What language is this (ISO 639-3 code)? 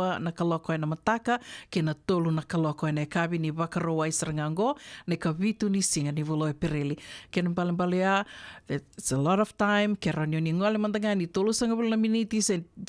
fij